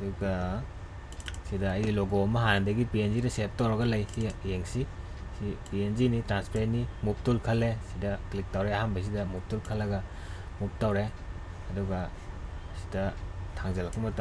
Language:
Manipuri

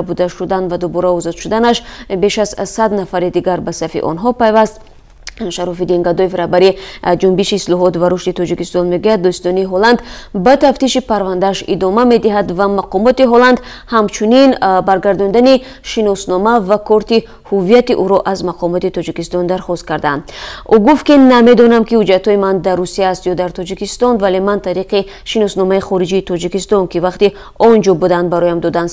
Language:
Tajik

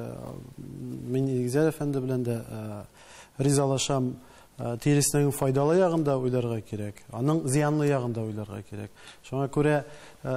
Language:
Tatar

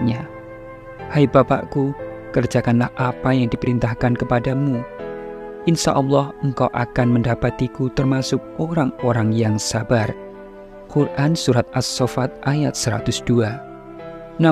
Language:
Indonesian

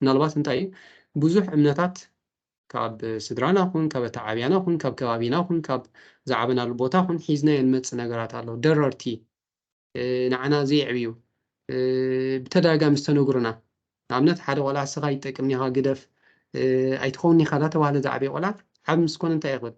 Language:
Tigrinya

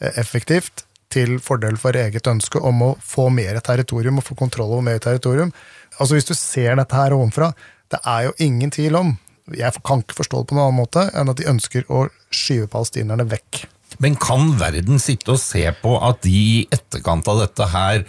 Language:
Norwegian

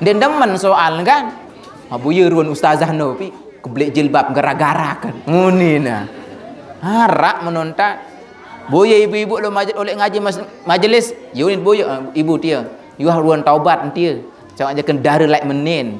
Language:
Sasak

